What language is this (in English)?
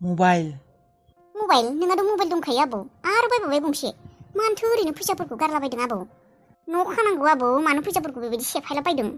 Bodo